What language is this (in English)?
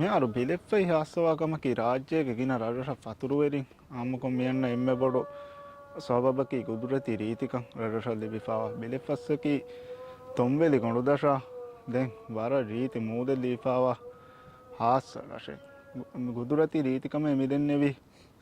Divehi